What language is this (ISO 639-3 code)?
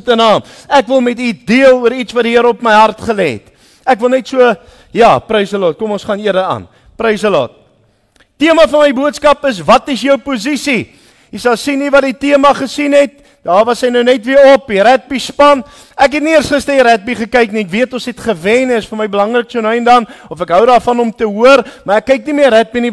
afr